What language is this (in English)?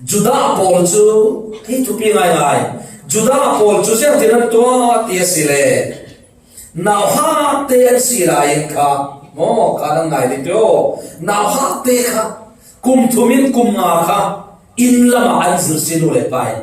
Falam Chin